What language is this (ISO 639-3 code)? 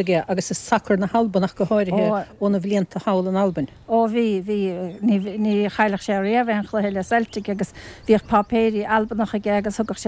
gle